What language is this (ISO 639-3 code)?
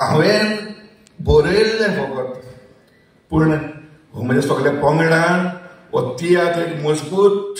kok